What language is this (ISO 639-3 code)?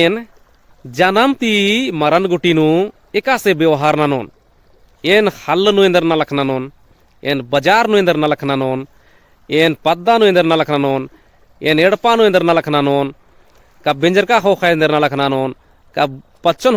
kru